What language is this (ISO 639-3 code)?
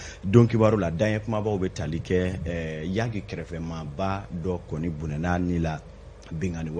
bam